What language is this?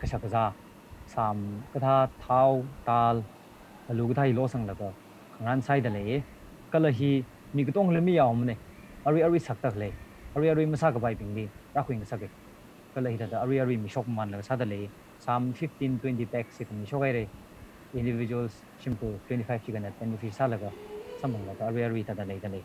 Tangkhul Naga (India)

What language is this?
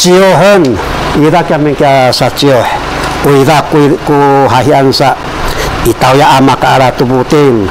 Sakizaya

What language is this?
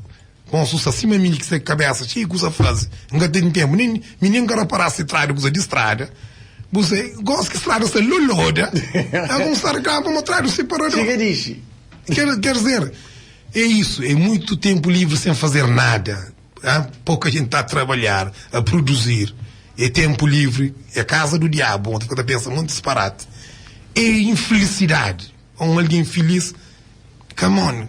Kabuverdianu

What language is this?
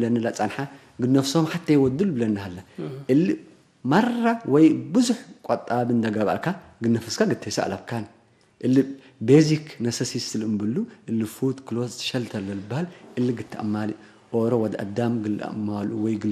Tigre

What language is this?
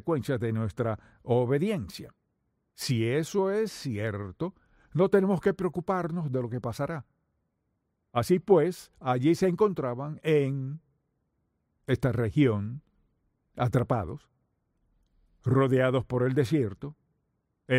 Spanish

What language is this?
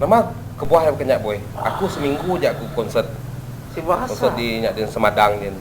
Iban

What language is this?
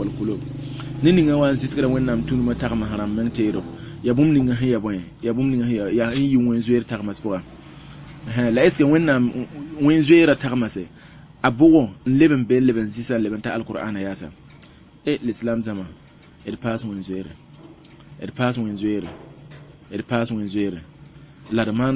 Mossi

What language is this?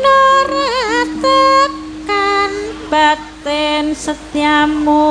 Javanese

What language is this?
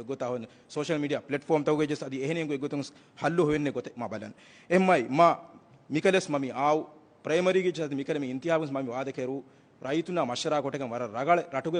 Divehi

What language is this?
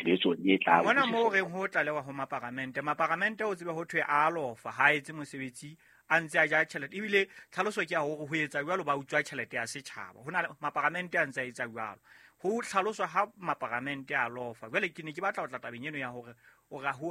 Southern Sotho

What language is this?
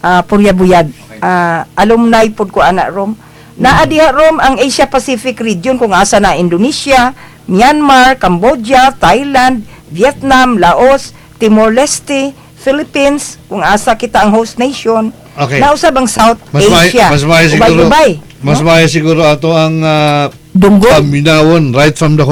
Cebuano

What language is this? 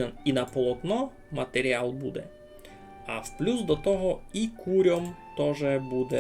Rusyn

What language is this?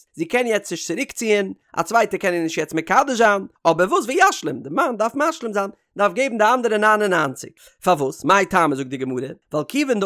Yiddish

